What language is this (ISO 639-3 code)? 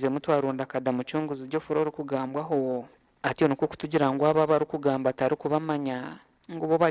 nyn